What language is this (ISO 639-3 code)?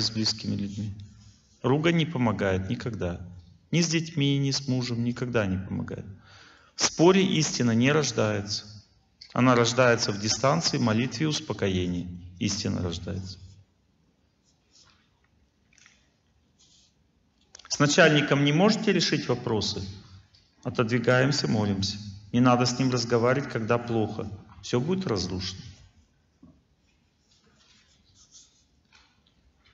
rus